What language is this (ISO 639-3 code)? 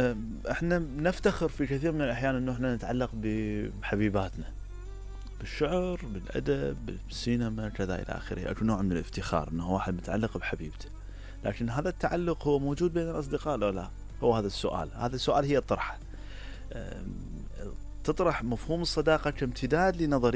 acm